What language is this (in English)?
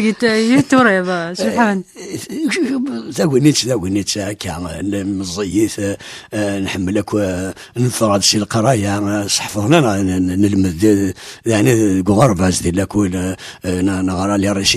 Kabyle